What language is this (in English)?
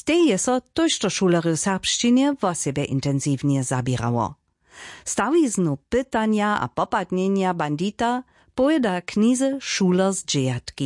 Upper Sorbian